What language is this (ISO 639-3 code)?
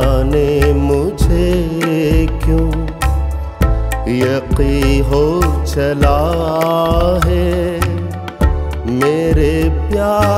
hin